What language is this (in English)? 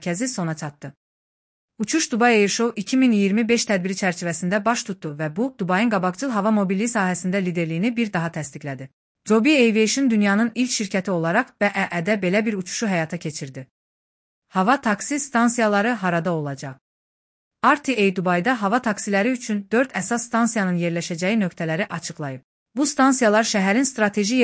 Azerbaijani